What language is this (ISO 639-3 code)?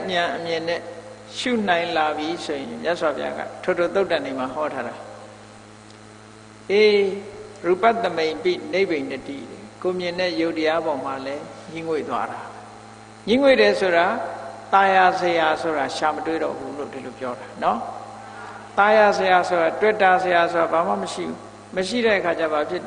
mya